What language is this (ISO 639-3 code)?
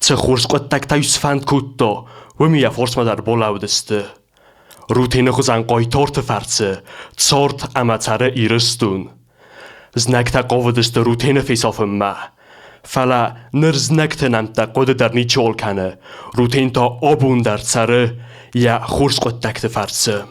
oss